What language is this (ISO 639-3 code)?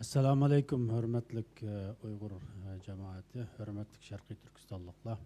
ary